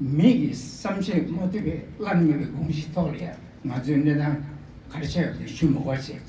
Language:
Tibetan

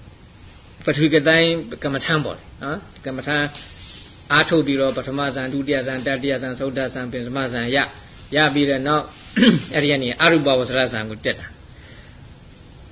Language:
Burmese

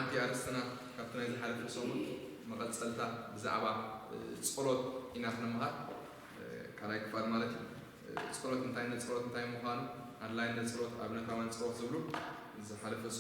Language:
Tigrinya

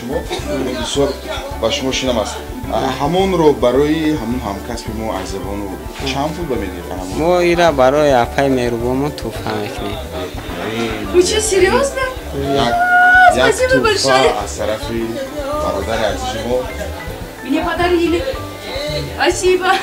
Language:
Tajik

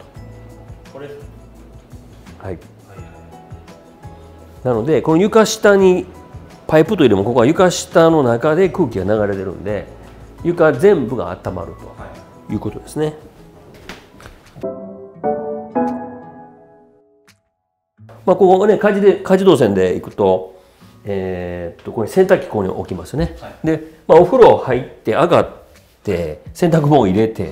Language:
Japanese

